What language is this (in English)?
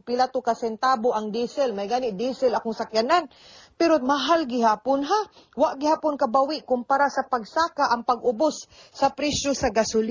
Cebuano